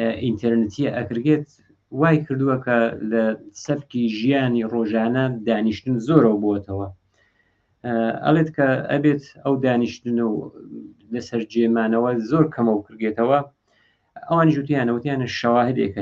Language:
Central Kurdish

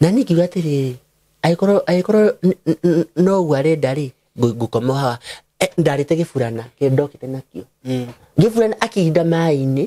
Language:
Kikuyu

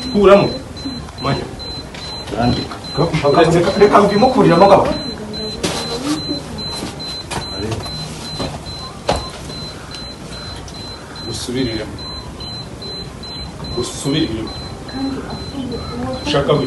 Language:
Kinyarwanda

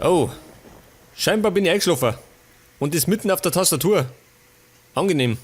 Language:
Bavarian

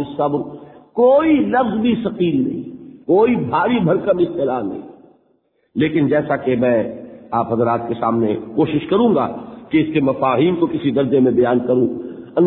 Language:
Urdu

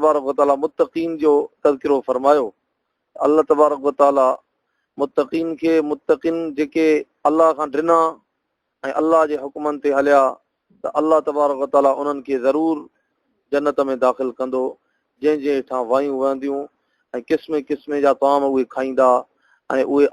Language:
Sindhi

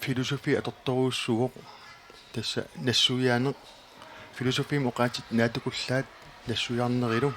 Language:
Kalaallisut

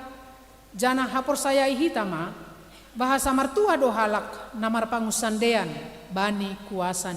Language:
Batak Simalungun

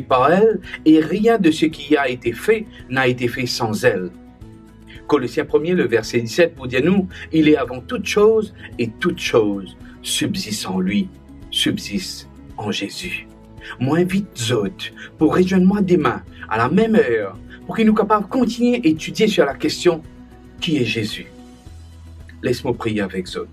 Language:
Morisyen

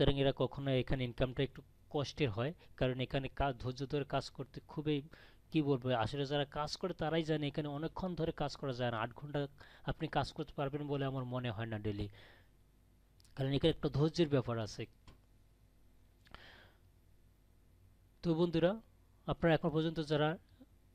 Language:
Bangla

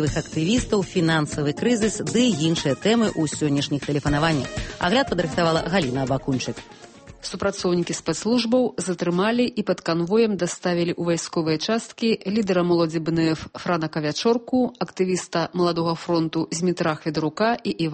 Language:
Belarusian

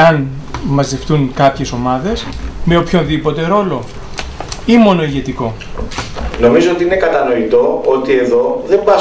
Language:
Greek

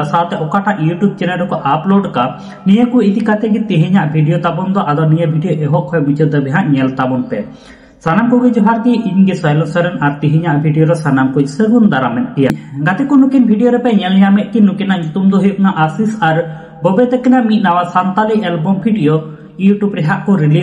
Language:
Santali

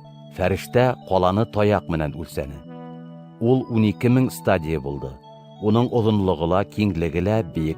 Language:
Bashkir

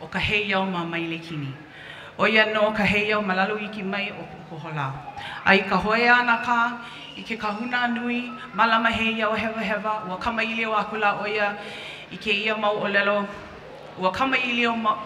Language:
Hawaiian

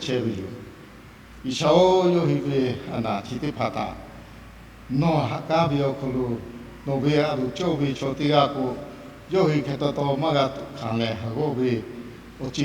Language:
Lahu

